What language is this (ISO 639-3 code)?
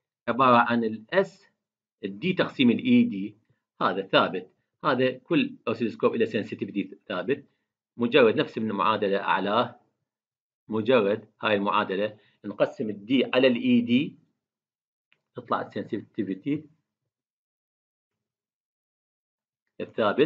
acm